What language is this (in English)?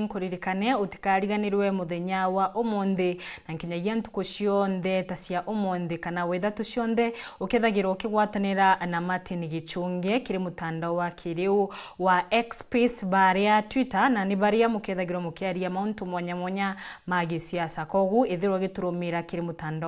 Meru